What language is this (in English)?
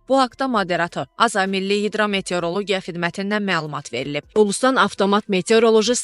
Azerbaijani